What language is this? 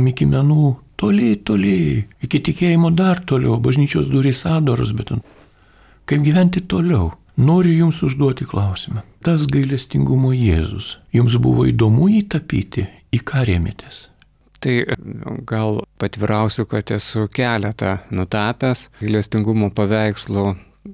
Lithuanian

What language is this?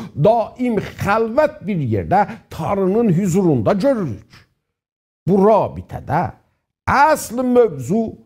South Azerbaijani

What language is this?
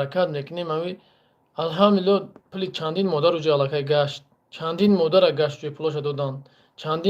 Tajik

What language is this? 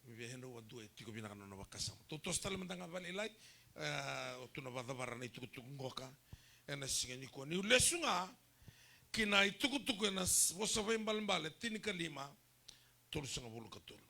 Fijian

